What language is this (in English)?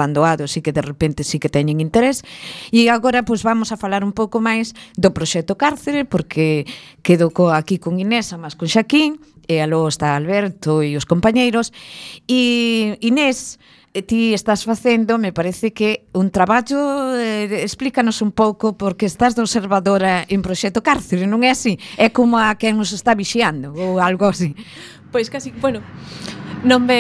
Galician